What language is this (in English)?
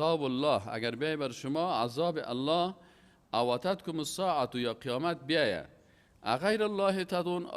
Persian